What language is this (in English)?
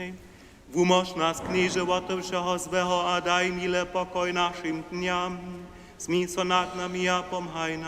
Upper Sorbian